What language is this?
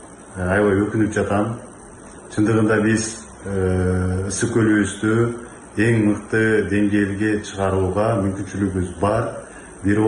Kyrgyz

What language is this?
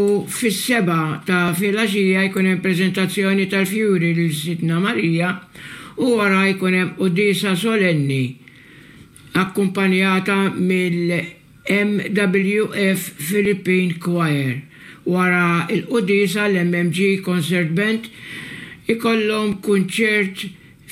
Maltese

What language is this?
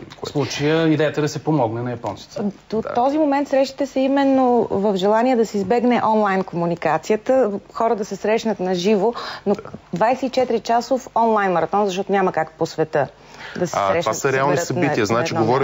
Bulgarian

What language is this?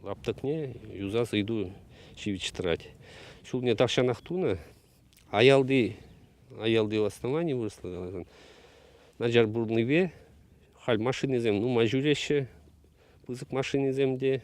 Chuvash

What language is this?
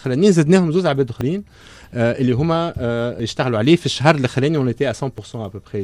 Tunisian Arabic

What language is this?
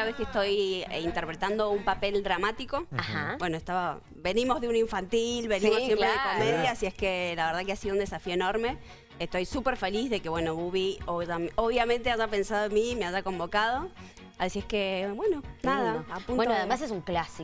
Spanish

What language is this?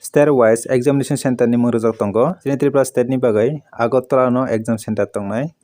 Kok Borok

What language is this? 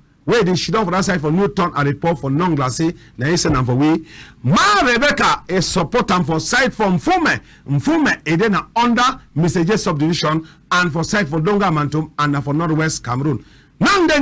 Cameroon Pidgin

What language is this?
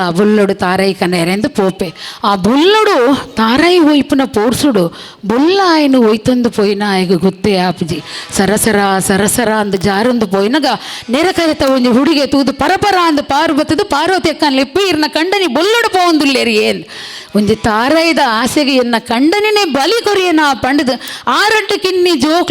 Tulu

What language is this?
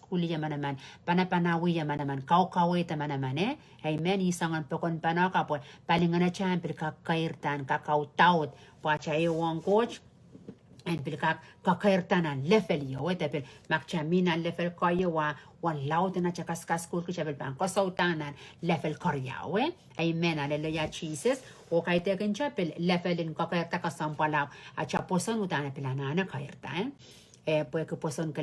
Pohnpeian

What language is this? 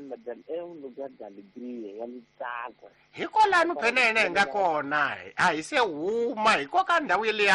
Tsonga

